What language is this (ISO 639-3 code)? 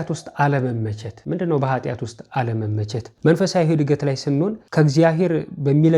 amh